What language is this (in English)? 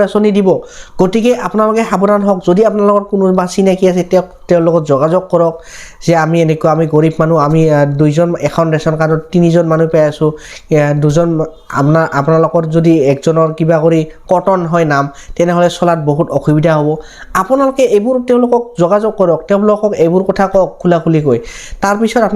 Assamese